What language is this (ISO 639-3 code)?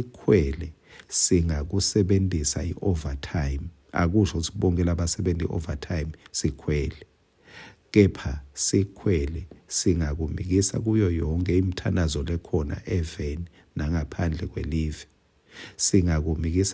ssw